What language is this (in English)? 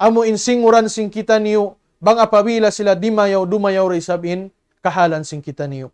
Tausug